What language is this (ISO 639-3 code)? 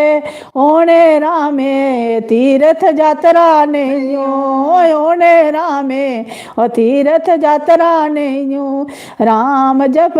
doi